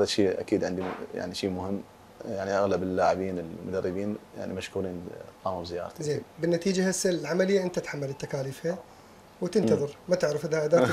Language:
Mesopotamian Arabic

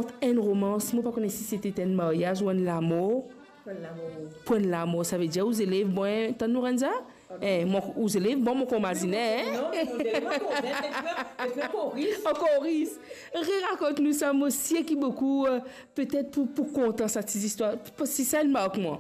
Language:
Morisyen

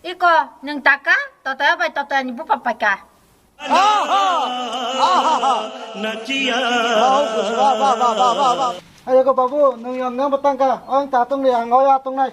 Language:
Kok Borok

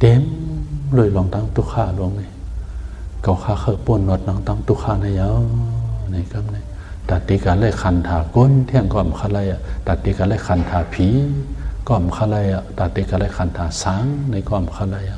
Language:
Shan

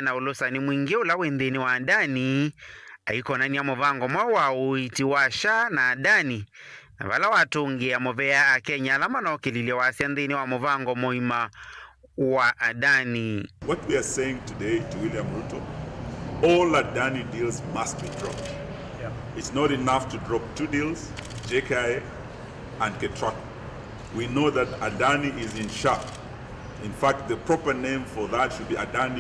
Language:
Kamba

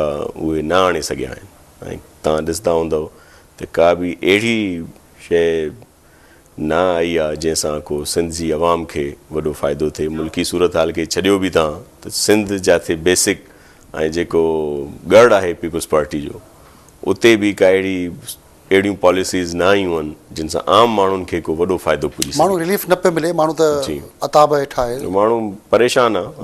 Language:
Sindhi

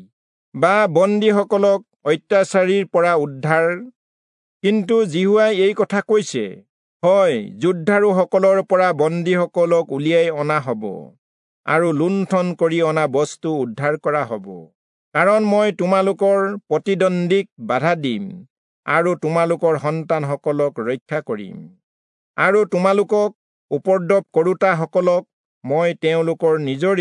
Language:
Assamese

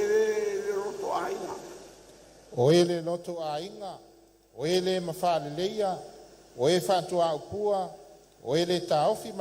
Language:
Samoan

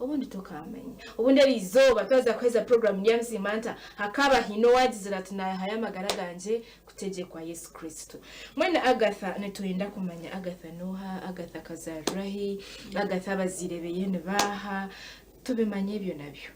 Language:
Nyankole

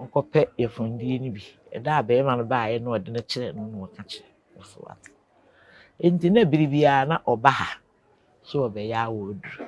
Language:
Akan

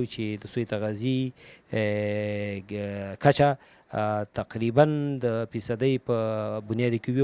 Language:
Pashto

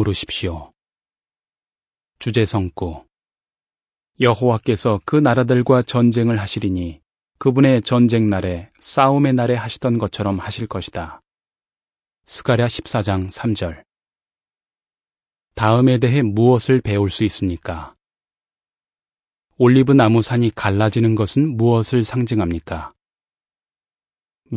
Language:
Korean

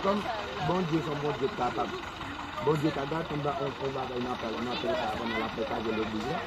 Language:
Haitian Creole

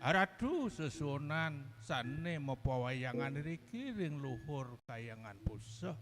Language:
Balinese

